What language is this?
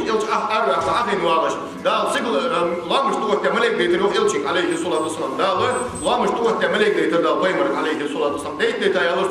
Ingush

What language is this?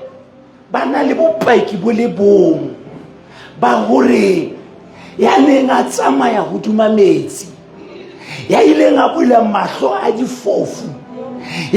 Southern Sotho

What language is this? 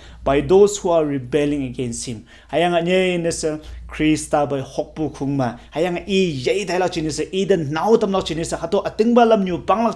Konyak Naga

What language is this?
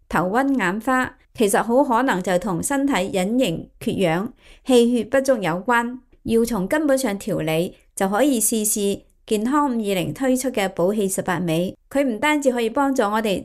Cantonese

